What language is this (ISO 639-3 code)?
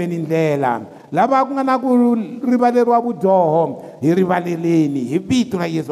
tso